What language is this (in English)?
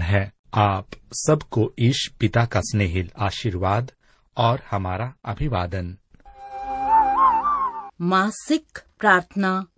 Hindi